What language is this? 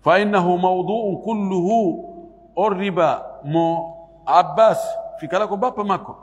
Fula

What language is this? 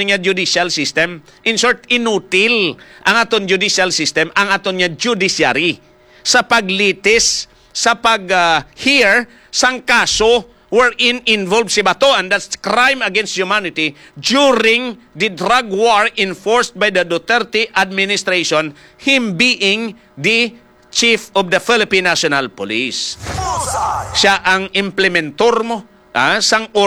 Hiligaynon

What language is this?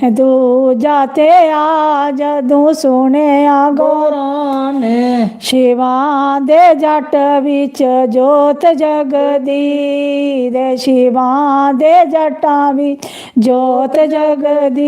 Dogri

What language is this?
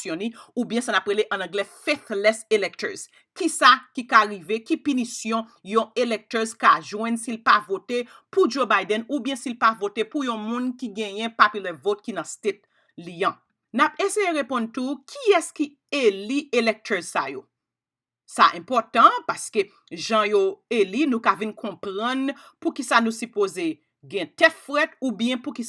Haitian Creole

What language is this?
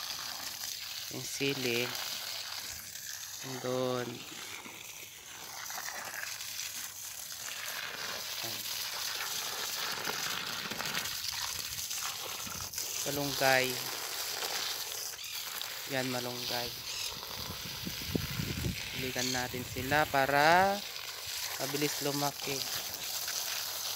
Filipino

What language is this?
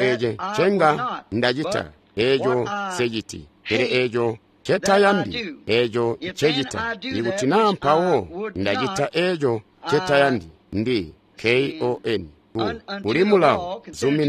Tonga (Zambia)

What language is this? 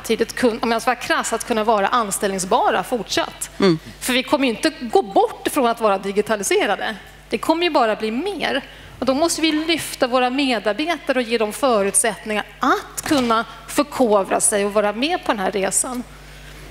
Swedish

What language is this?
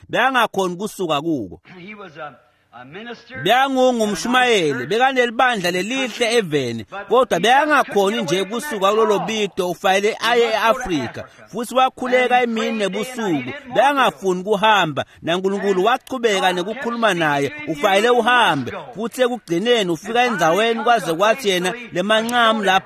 Swati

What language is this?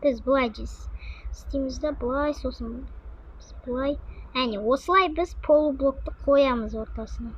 Kazakh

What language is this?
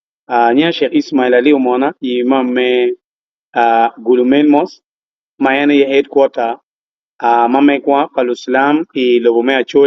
Acoli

